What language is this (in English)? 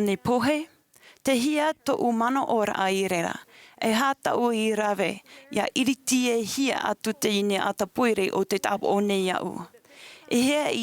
Tahitian